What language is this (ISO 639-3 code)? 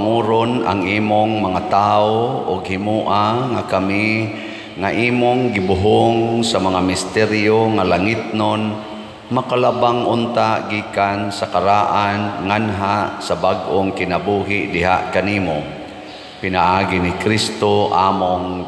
ceb